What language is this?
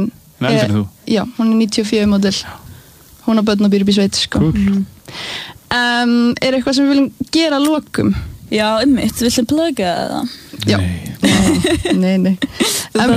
Icelandic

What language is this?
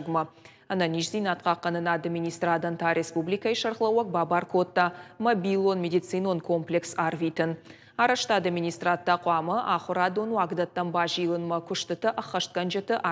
Ossetic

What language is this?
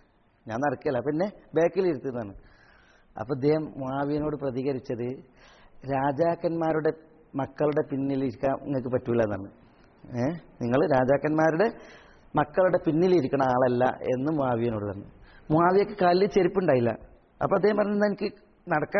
Malayalam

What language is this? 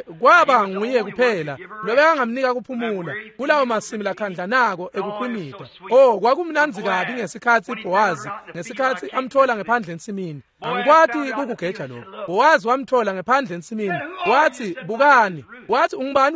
Swati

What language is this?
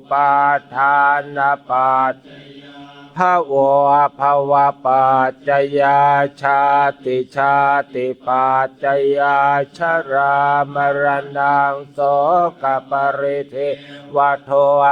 Pali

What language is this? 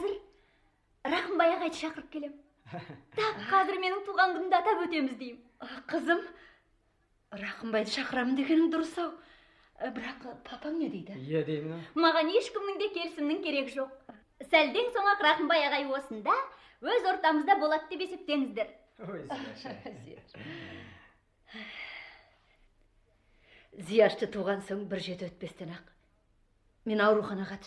Kazakh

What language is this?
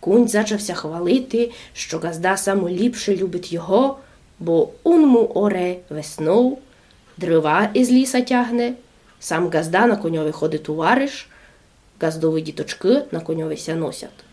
Rusyn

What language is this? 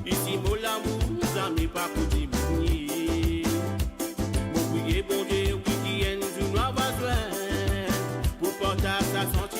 Morisyen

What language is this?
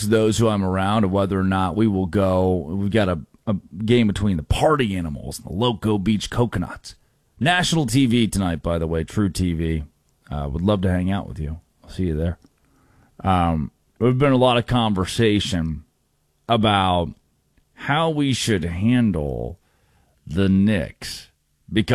English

